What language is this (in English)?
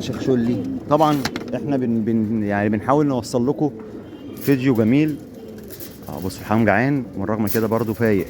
Egyptian Arabic